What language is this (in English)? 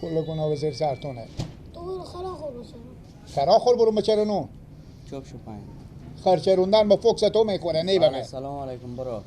Persian